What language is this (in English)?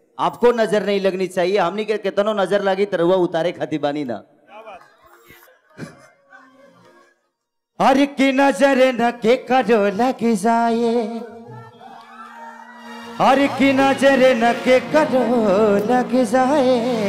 Bhojpuri